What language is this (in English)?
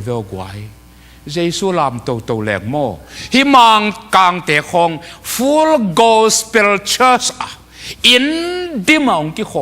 Tedim Chin